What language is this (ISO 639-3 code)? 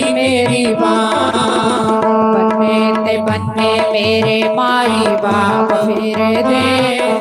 doi